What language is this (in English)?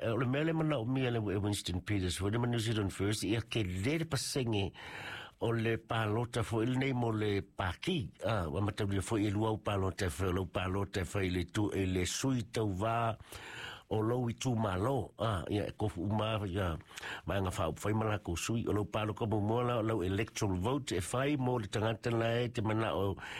Samoan